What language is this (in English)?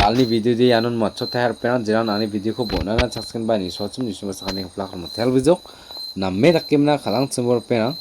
Garo